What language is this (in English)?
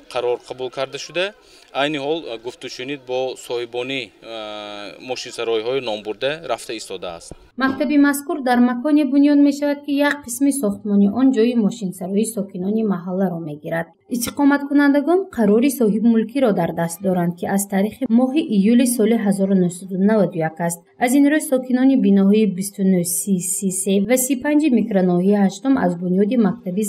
Tajik